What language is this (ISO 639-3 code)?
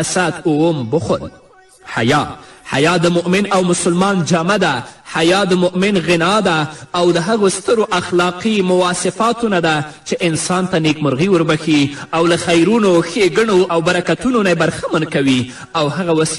pus